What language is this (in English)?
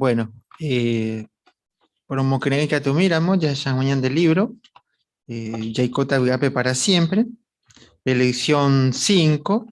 Guarani